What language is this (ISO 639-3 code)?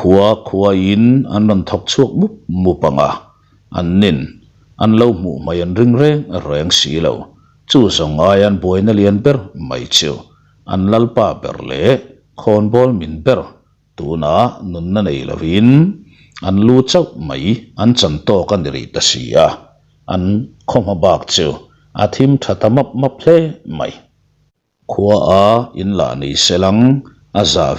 lus